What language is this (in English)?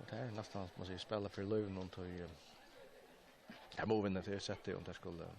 Faroese